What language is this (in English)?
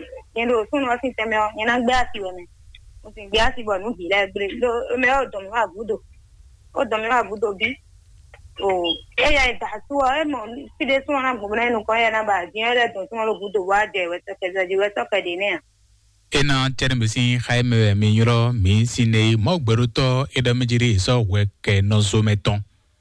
Fon